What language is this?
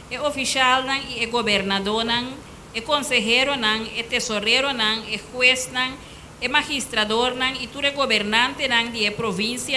Papiamento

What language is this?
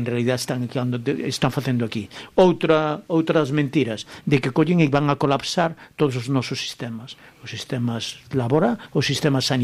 Galician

